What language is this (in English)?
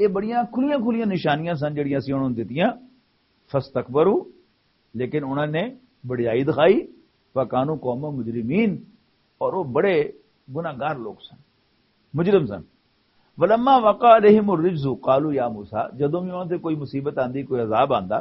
Western Panjabi